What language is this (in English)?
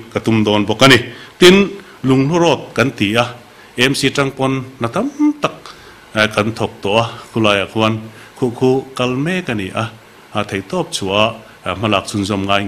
Mizo